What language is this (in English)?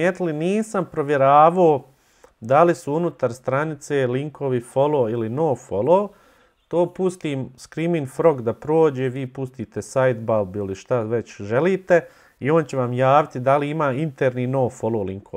Bosnian